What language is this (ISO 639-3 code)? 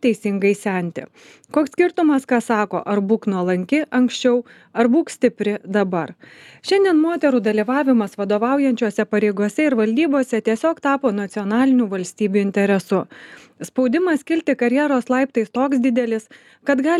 lit